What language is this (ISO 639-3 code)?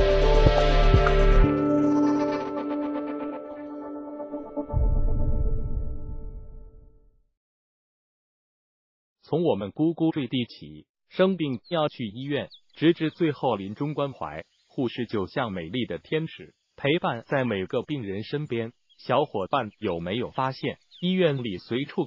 zho